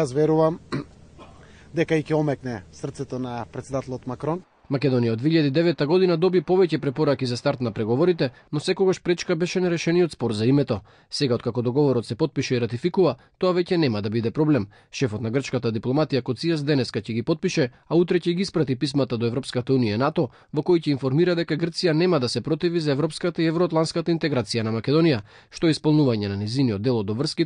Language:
Macedonian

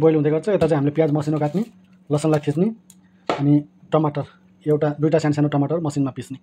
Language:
Nepali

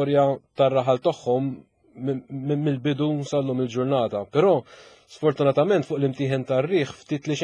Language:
Maltese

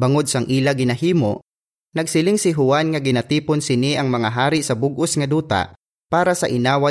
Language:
Hiligaynon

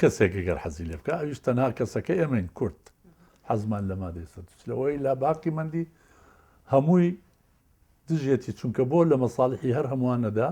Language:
Central Kurdish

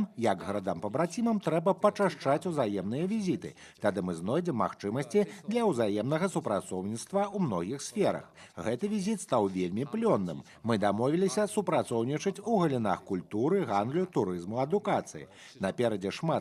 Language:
Belarusian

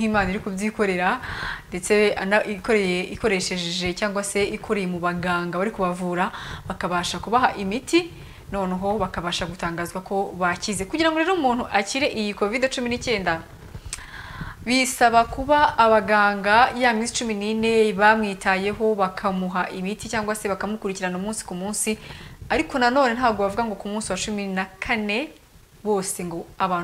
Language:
Kinyarwanda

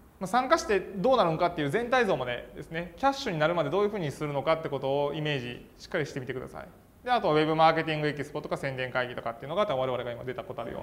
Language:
Japanese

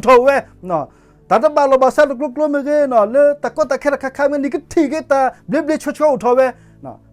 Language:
S'gaw Karen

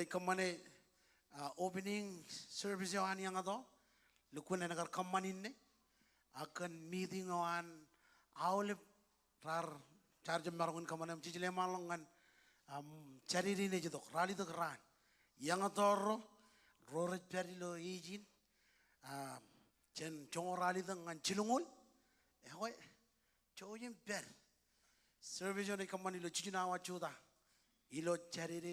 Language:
Marshallese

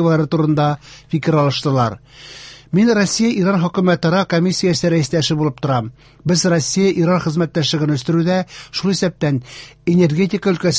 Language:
Tatar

